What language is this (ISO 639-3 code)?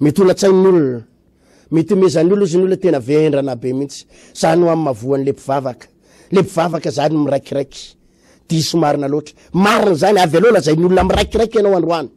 mlg